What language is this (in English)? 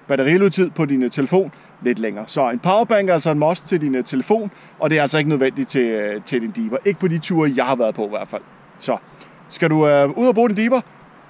Danish